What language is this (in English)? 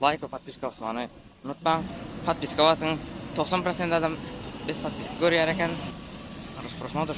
Turkmen